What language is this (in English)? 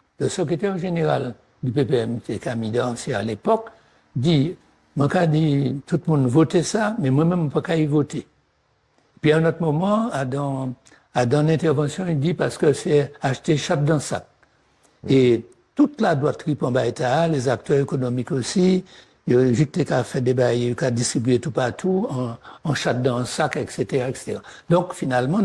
Guadeloupean Creole French